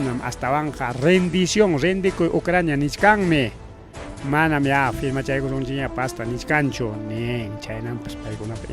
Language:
Ayacucho Quechua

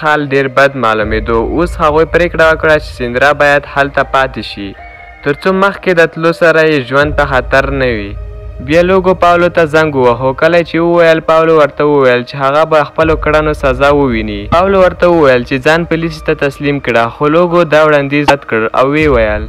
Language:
Pashto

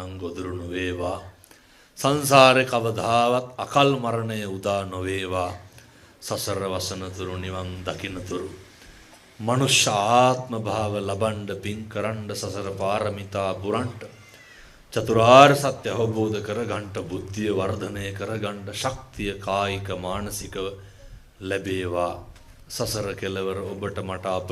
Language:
Sinhala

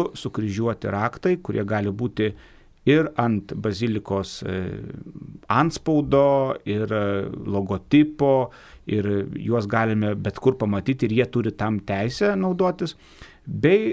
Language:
Lithuanian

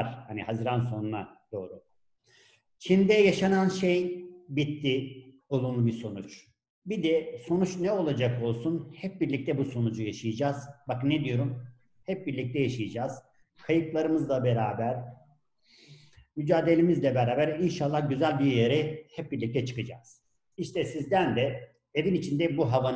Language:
Turkish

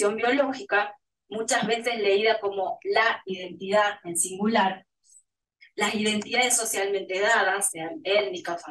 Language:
Spanish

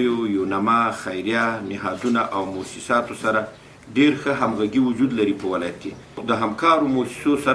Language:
Pashto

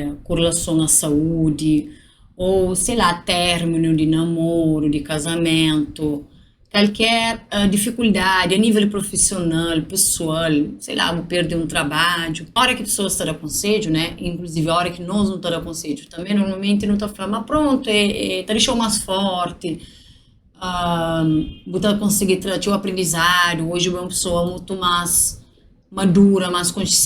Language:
Kabuverdianu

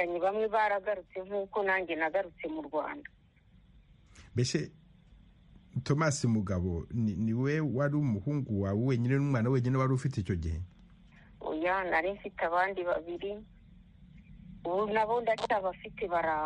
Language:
Kinyarwanda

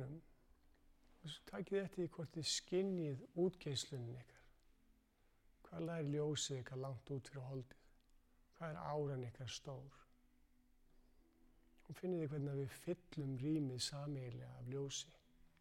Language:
Icelandic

